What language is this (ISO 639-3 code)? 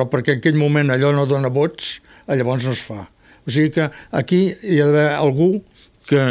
cat